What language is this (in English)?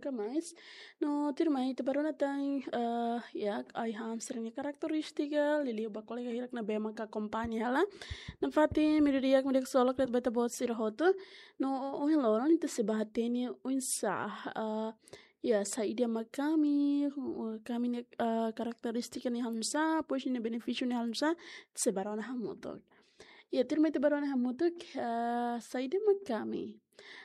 Tetum